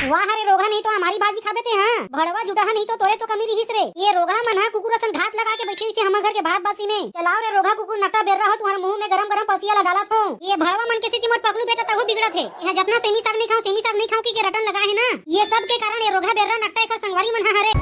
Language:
Chhattisgarhi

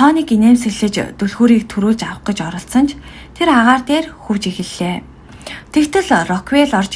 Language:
Mongolian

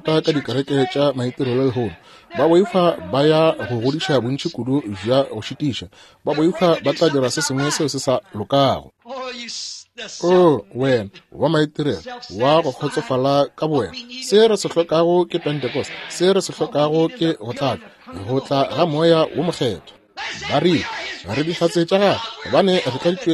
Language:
Northern Sotho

